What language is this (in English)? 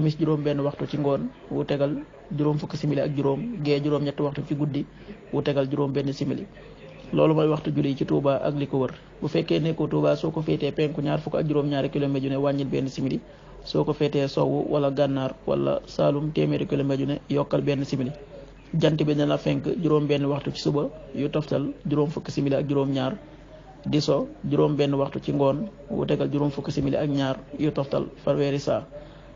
Wolof